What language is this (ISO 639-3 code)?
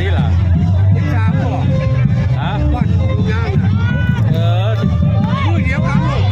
tts